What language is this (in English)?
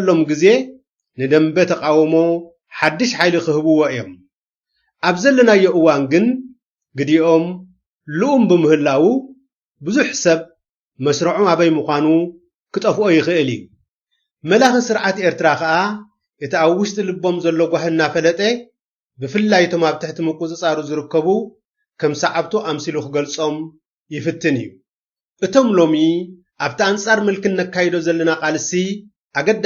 Tigrinya